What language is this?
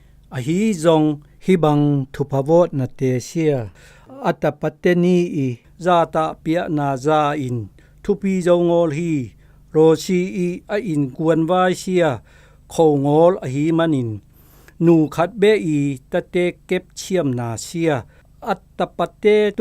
Zou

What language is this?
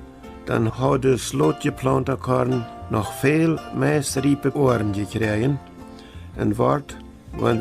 Plautdietsch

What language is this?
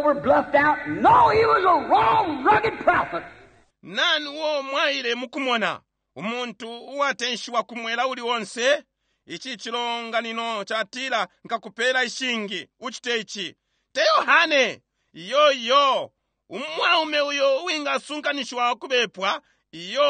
Bemba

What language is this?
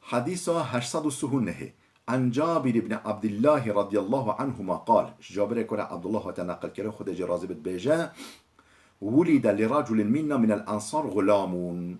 Kurdish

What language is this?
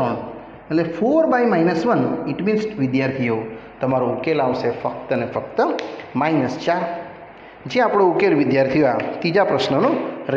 Gujarati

